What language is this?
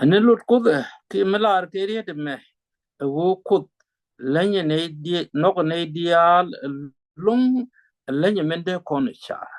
Nuer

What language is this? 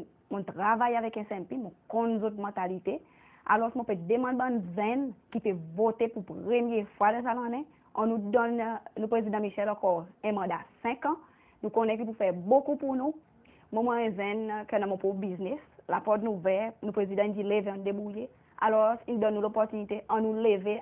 Seselwa Creole French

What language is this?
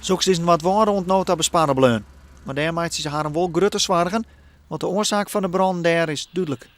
Western Frisian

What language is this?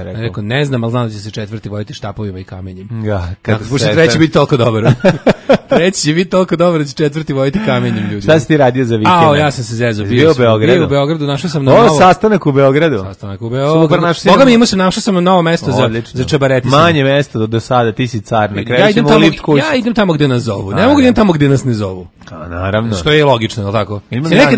Serbian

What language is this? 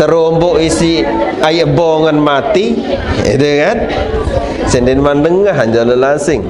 Sasak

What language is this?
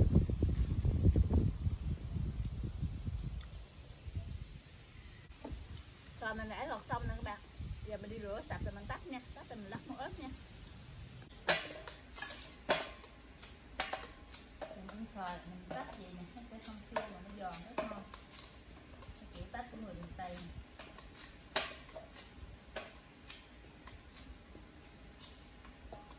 Vietnamese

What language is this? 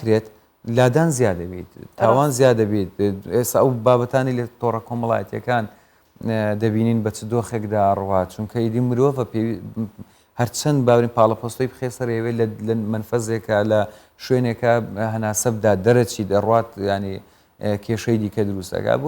Central Kurdish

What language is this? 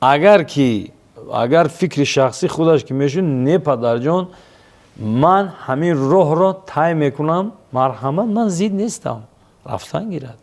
Tajik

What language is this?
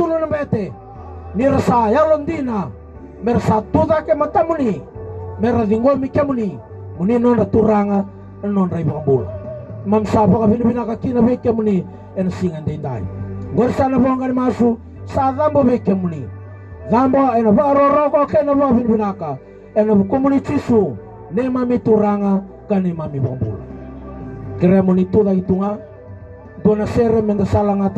Fijian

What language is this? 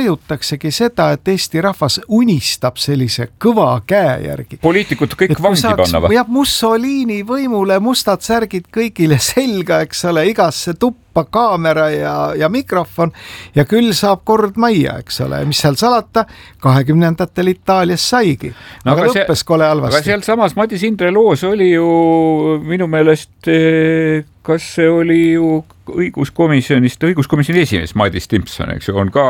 Estonian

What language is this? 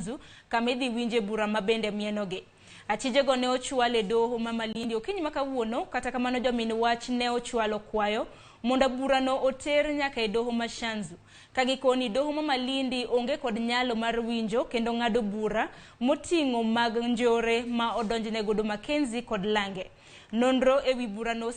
Luo (Kenya and Tanzania)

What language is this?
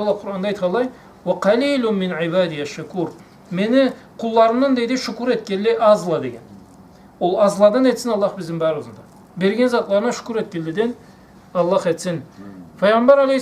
Karachay-Balkar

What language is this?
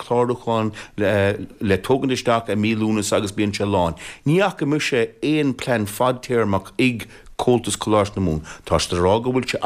Irish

